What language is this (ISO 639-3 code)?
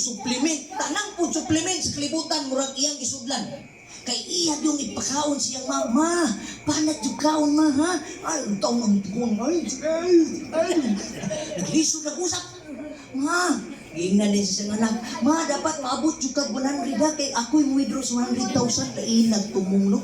ceb